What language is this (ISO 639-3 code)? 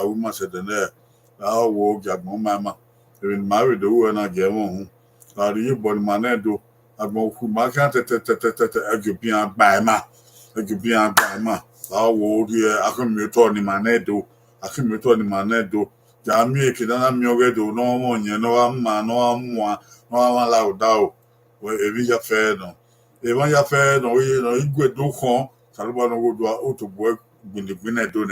bin